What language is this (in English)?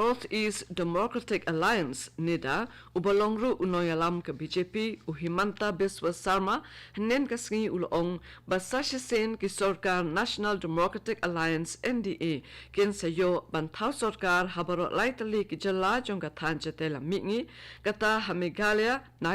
Khasi